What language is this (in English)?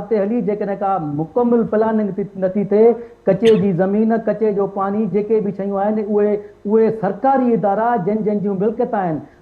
Sindhi